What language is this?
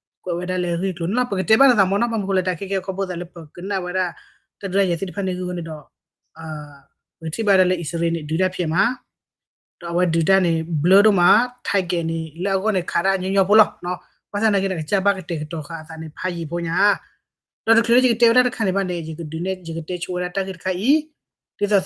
S'gaw Karen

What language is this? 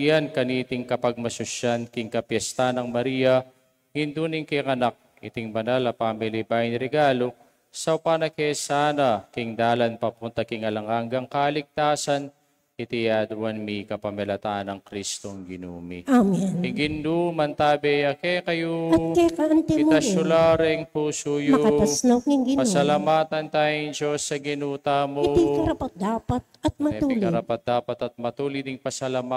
Pampanga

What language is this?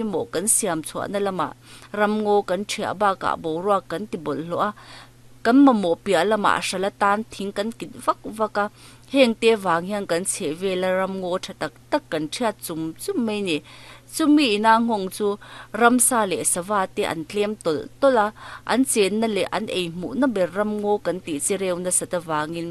Mizo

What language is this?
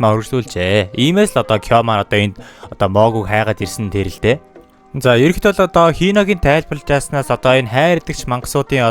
Mongolian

